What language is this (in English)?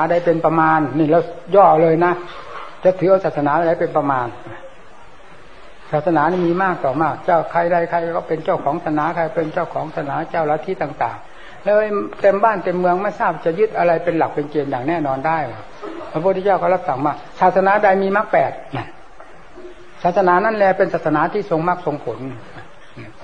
Thai